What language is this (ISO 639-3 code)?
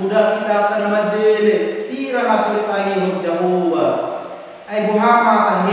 bbc